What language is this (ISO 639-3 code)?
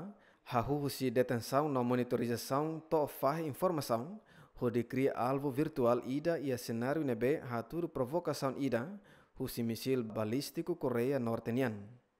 tet